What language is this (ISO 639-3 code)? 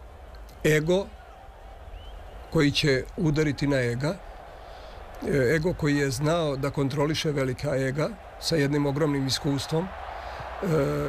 srp